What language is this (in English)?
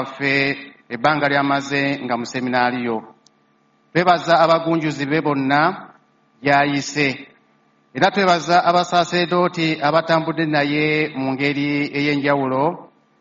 Ganda